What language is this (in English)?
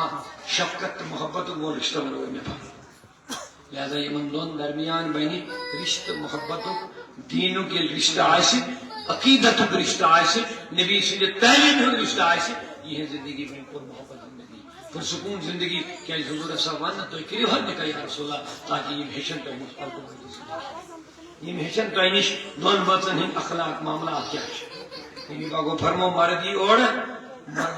Kashmiri